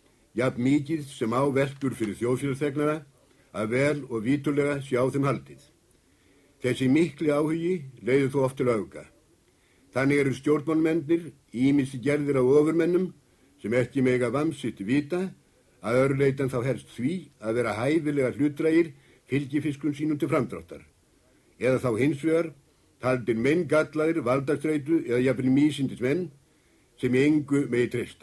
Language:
Icelandic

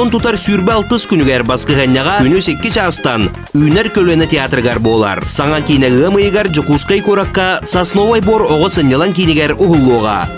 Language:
Yakut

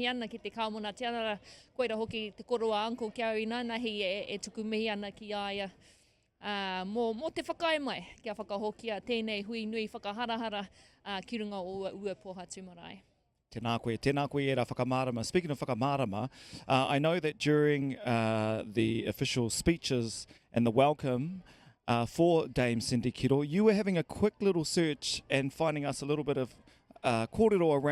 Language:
Māori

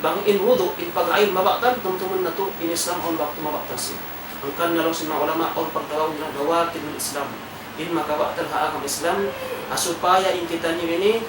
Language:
Tausug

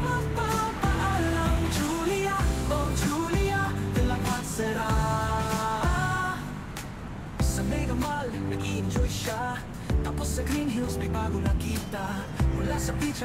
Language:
Filipino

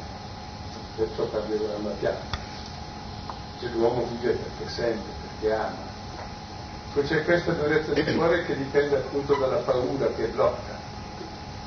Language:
Italian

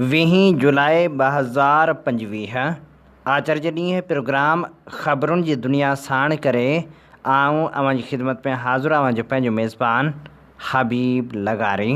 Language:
Sindhi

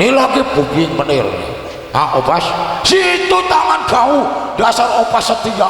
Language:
Betawi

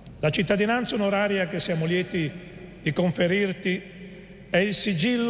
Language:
Italian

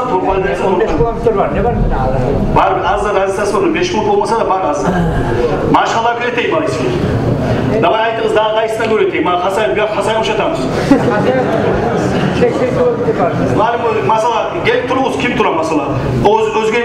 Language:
Kumyk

